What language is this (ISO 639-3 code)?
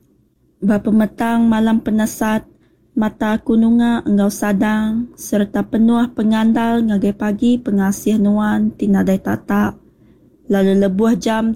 iba